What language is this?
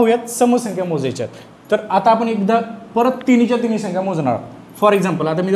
Marathi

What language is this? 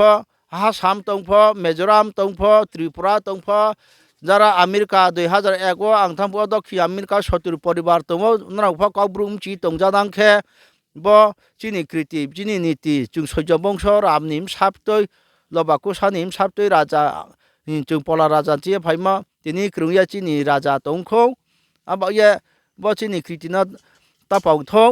Riang (India)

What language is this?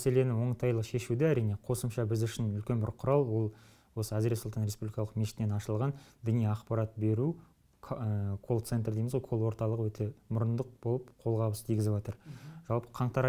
Kazakh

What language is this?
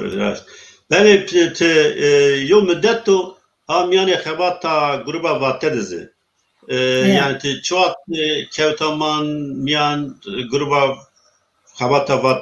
Zaza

